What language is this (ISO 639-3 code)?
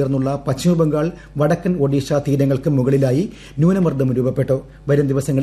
mal